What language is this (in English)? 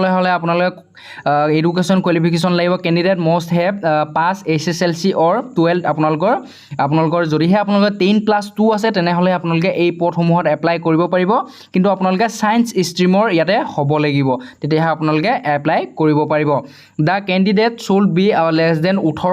Assamese